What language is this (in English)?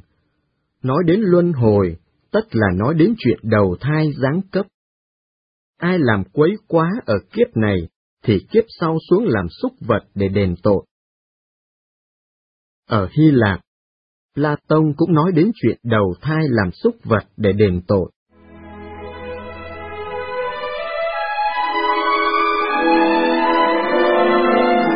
Vietnamese